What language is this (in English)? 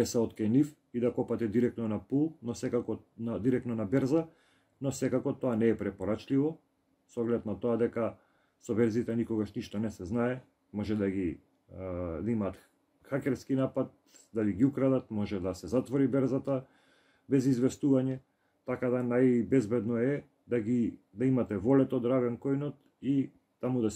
Macedonian